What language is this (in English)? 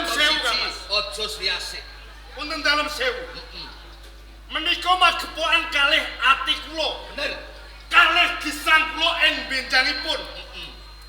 Javanese